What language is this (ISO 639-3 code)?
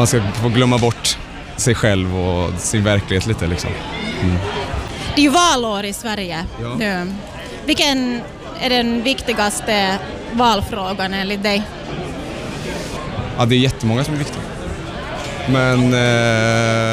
swe